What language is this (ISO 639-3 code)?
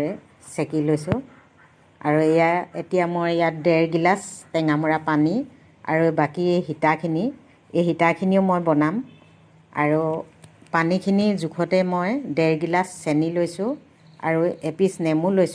asm